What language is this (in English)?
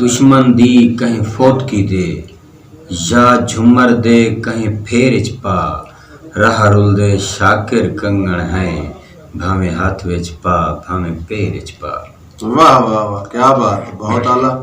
Saraiki